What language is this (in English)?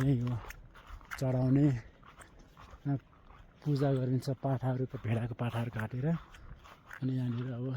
Nepali